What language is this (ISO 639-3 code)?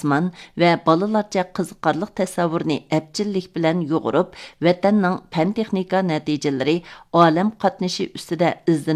uig